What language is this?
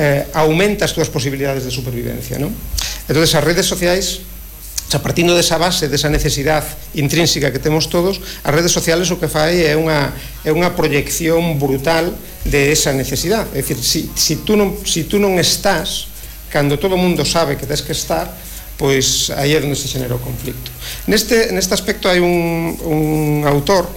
Galician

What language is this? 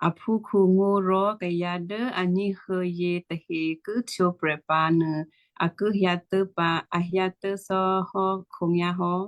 Western Kayah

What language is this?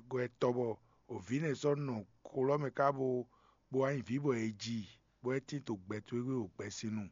Fon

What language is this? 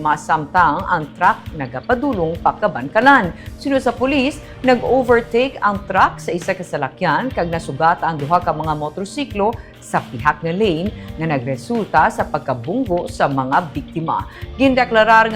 Hiligaynon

